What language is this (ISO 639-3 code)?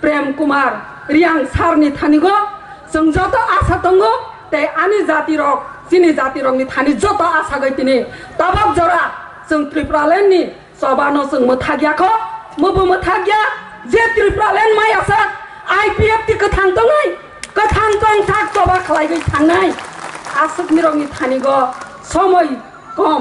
trp